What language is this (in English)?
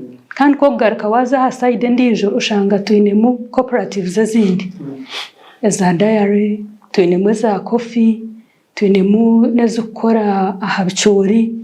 Nyankole